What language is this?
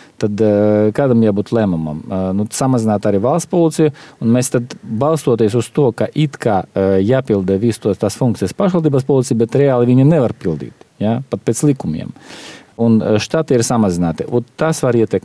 Latvian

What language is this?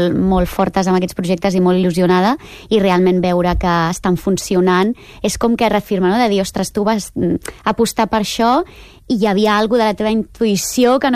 Catalan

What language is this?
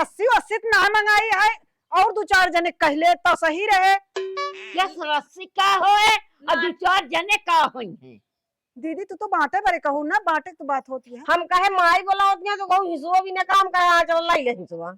Awadhi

